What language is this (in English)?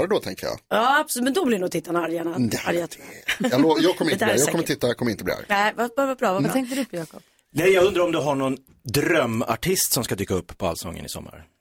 Swedish